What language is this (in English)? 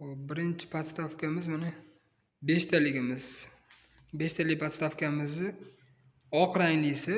Uzbek